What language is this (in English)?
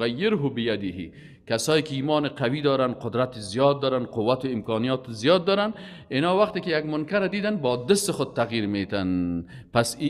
Persian